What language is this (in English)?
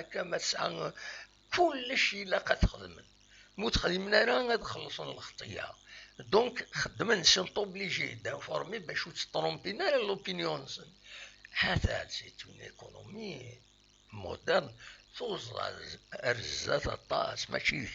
Kabyle